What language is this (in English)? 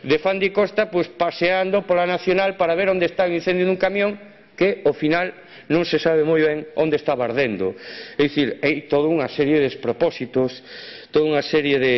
Galician